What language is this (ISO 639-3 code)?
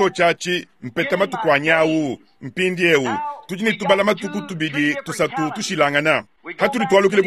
lua